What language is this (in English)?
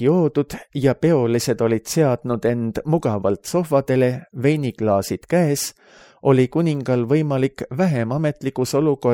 Estonian